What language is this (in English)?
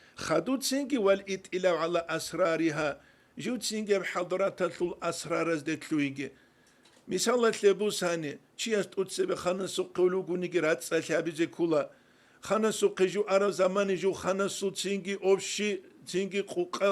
Avaric